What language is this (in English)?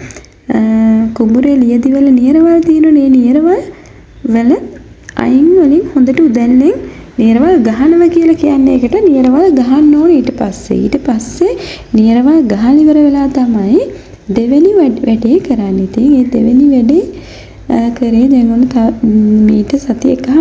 Sinhala